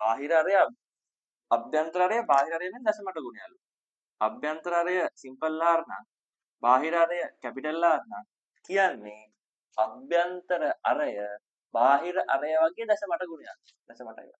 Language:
Sinhala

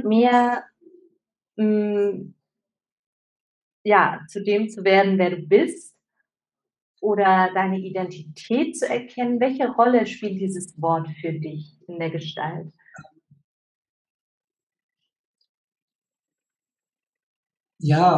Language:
German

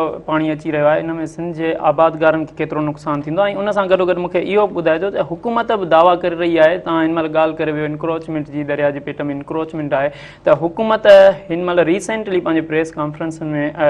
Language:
Sindhi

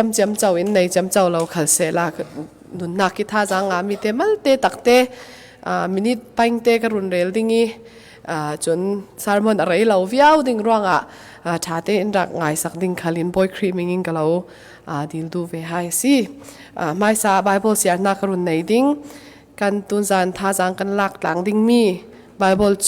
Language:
Falam Chin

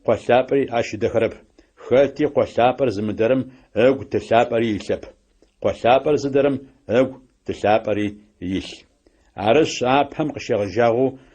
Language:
Adyghe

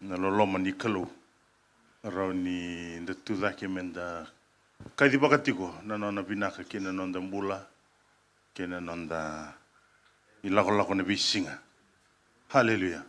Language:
Fijian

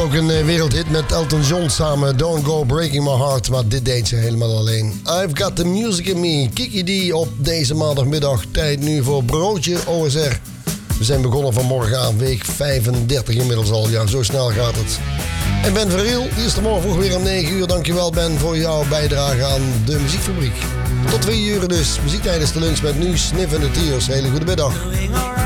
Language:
Dutch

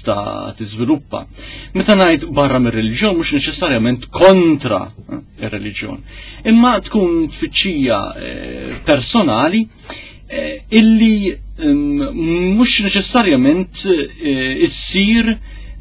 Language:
Maltese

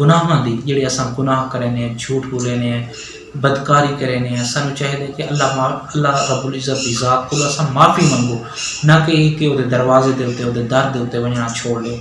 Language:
Saraiki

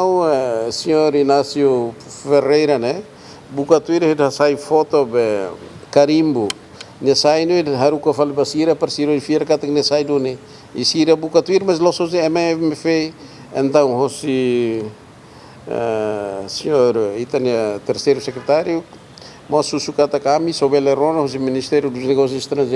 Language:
Tetum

